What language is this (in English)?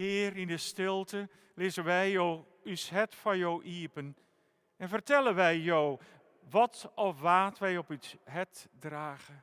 Western Frisian